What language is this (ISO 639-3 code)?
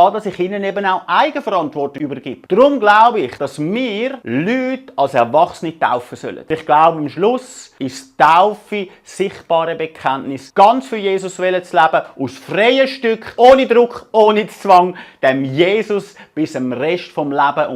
gsw